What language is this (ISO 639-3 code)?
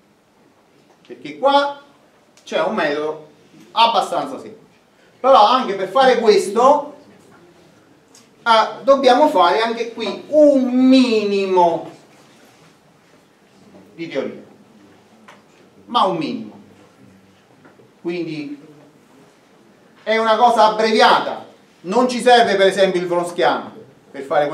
ita